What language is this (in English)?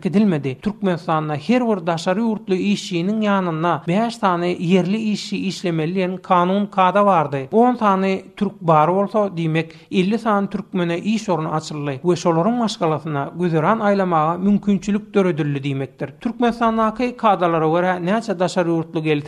Turkmen